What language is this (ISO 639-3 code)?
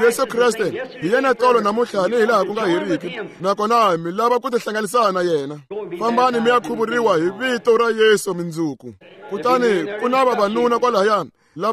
tso